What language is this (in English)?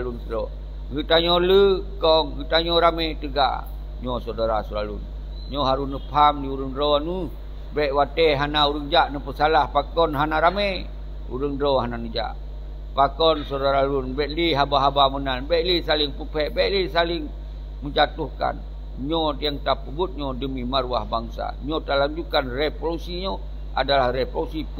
Achinese